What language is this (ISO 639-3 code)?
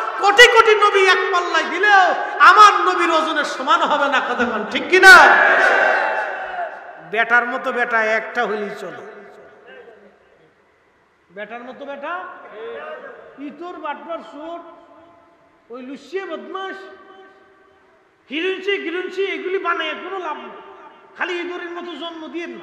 ben